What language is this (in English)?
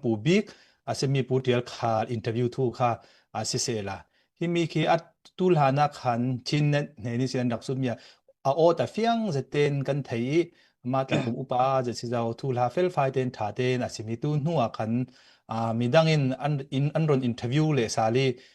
Falam Chin